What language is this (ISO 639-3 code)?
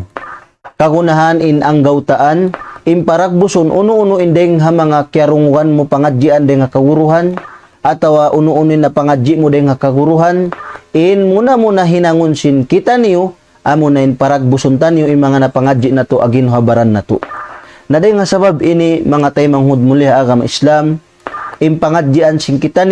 tsg